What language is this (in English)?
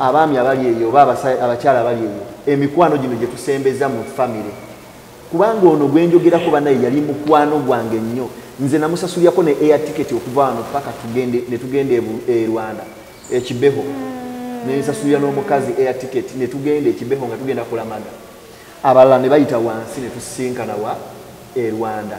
Ganda